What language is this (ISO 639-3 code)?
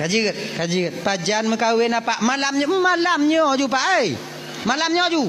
ace